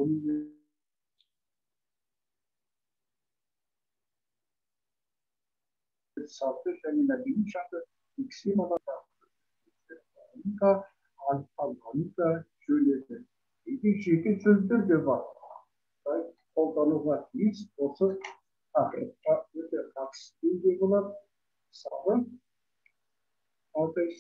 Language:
Kazakh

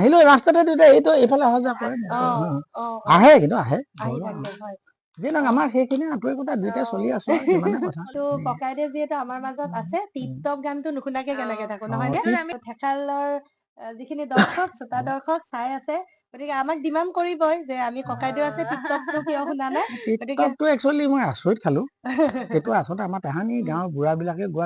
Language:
Assamese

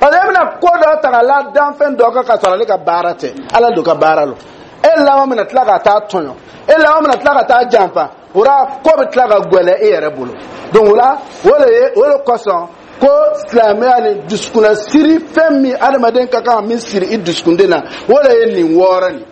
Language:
Dyula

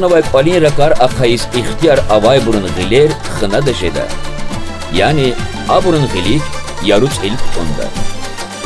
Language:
Lezghian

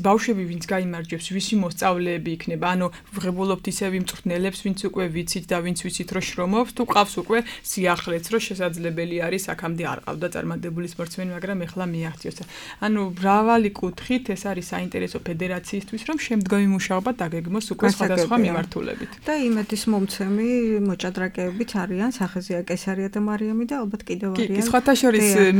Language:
Georgian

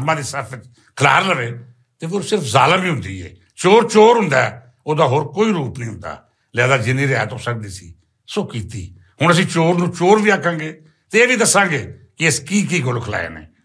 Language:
Western Panjabi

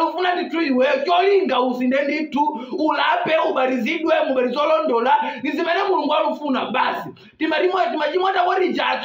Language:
Nyanja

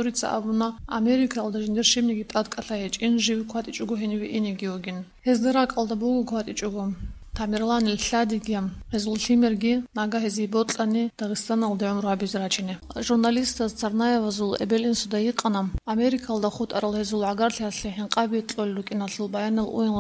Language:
Avaric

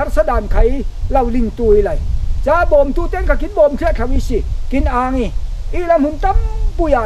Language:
Falam Chin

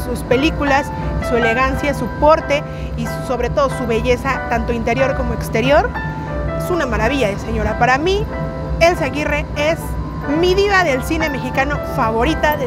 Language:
Spanish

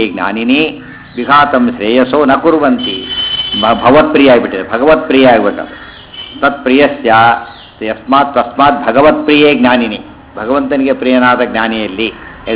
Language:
Kannada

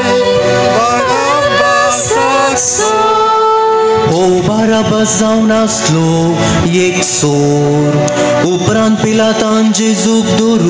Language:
Konkani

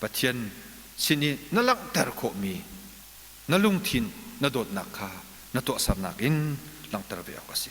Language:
Hakha Chin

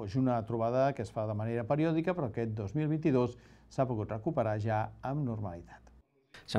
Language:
Catalan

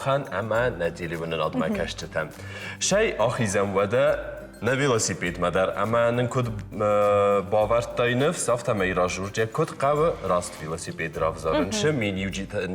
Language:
Ossetic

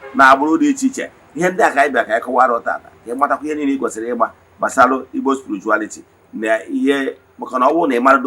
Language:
Igbo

